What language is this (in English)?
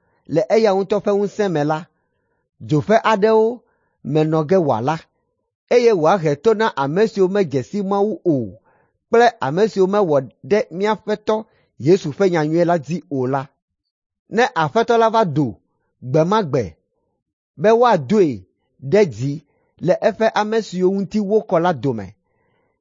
Ewe